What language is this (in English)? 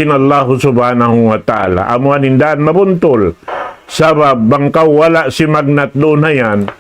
Tausug